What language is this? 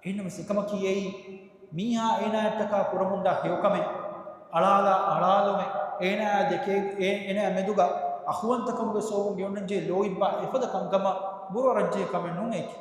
Divehi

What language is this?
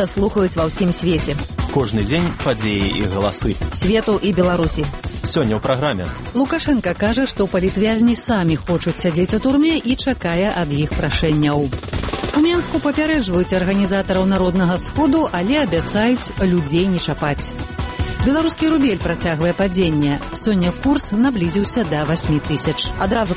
Belarusian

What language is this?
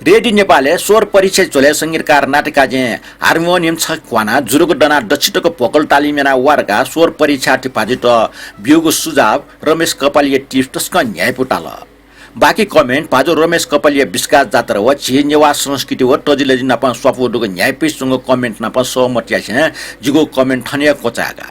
Newari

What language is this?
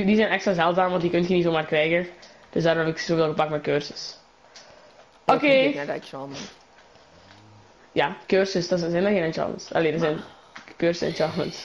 Dutch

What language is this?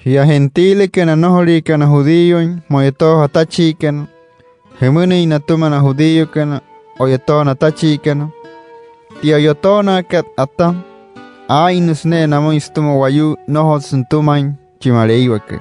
Wayuu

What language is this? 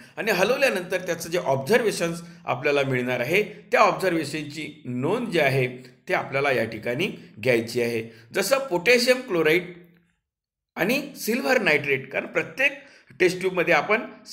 Marathi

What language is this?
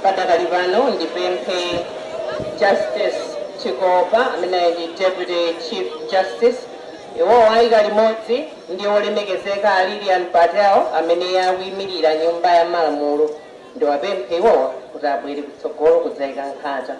Nyanja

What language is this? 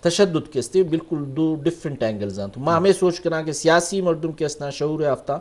Eastern Balochi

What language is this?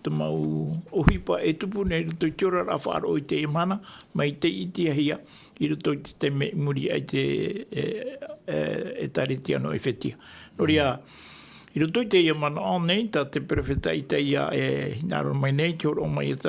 Tahitian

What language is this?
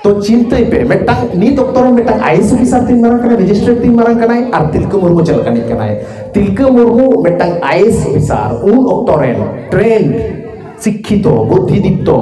Santali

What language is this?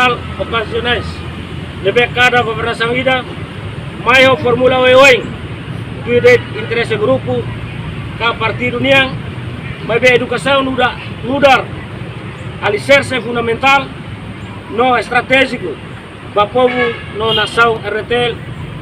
Tetum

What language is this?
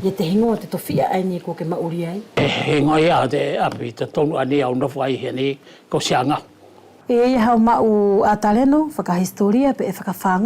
Wallisian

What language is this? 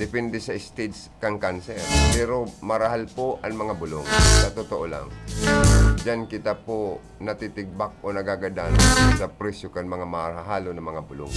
Bikol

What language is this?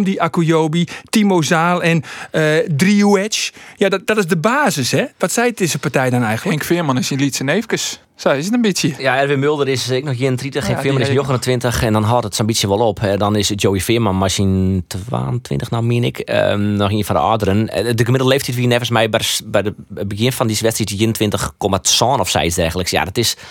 Western Frisian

